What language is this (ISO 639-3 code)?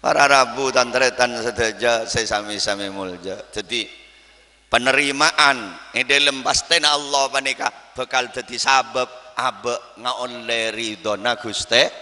mad